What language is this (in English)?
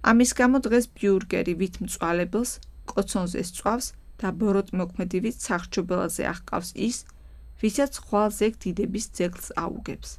Georgian